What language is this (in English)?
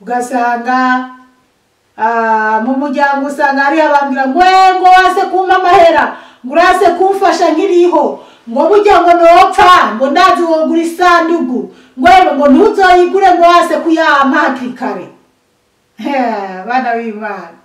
Rundi